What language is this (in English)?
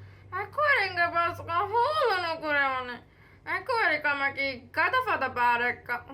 Divehi